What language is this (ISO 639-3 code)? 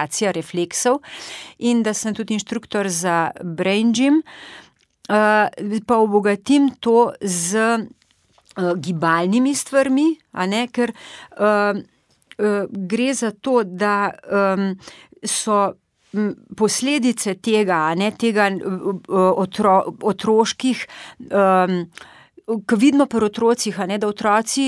slv